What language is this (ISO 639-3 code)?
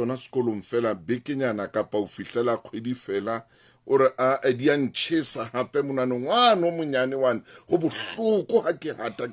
sot